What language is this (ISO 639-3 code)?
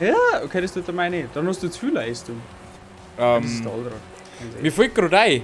bar